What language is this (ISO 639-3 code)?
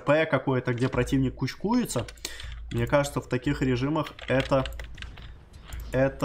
rus